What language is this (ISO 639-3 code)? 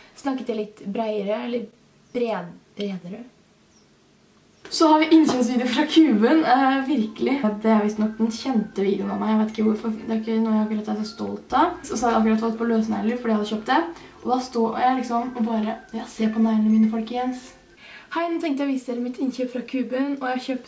nor